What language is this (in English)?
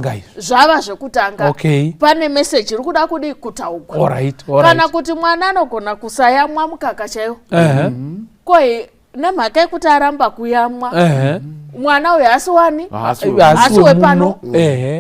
Shona